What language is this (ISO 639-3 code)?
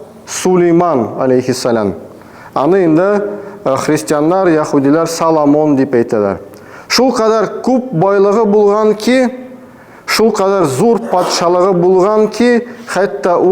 tat